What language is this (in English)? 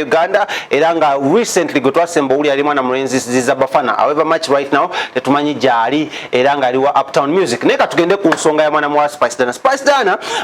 Ganda